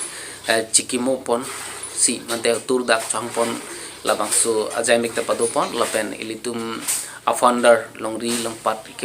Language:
Karbi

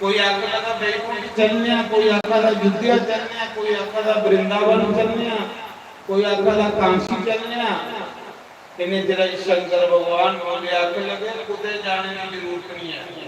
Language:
Dogri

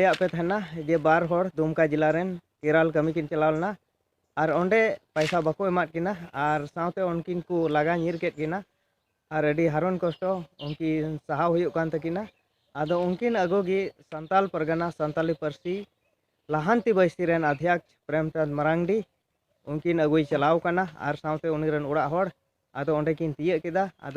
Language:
Santali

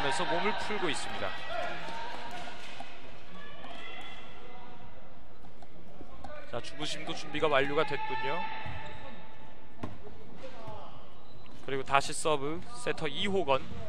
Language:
Korean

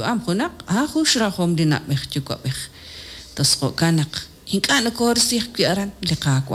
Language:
Kekchí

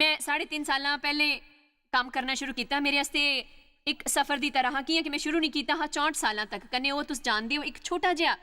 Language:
Dogri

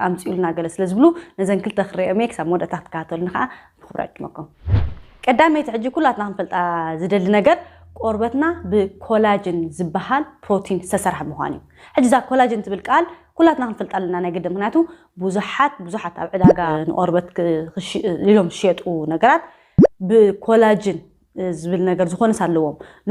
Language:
Tigrinya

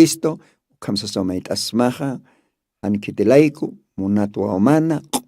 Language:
Aymara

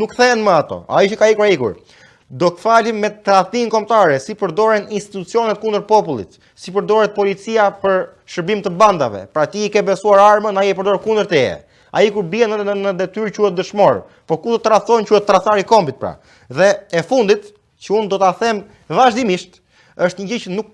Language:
Albanian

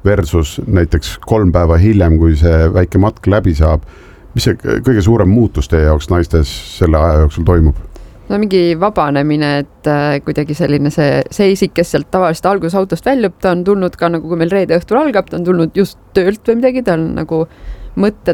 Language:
Estonian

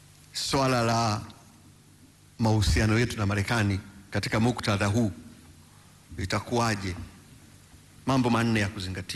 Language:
Swahili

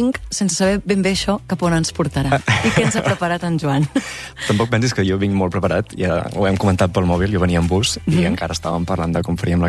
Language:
Catalan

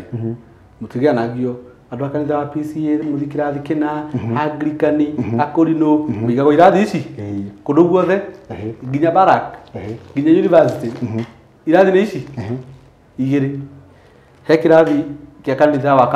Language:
Kikuyu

